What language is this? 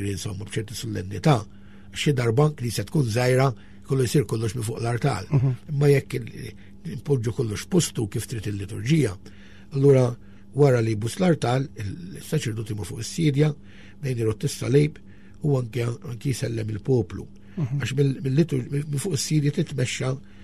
Maltese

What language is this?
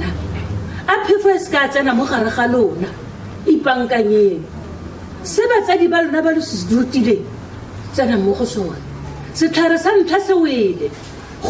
Tswana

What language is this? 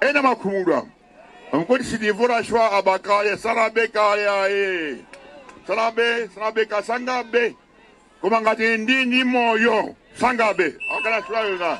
Nyanja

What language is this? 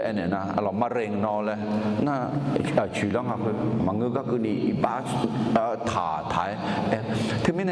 Akha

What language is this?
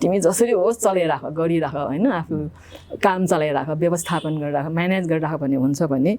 Nepali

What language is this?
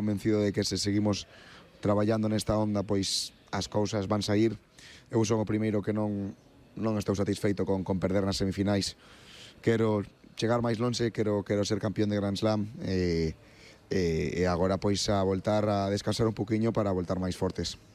Galician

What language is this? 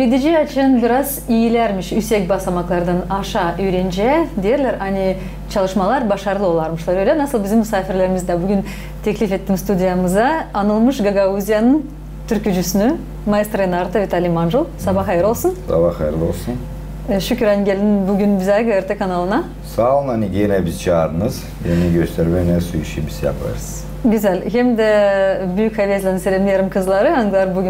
Gagauz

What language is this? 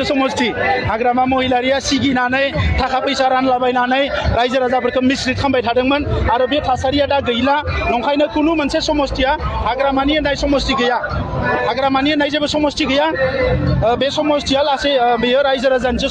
Bodo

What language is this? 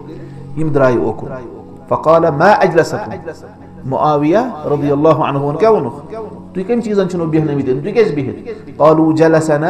Kashmiri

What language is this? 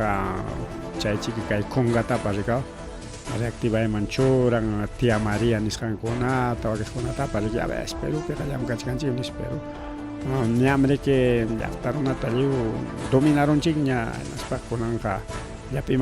Ayacucho Quechua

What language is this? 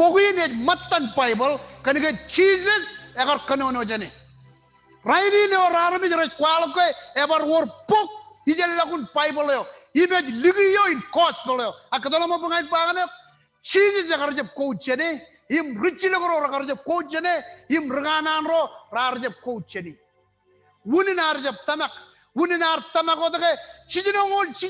Marshallese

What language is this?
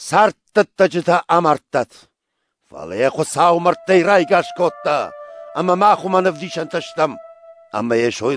Ossetic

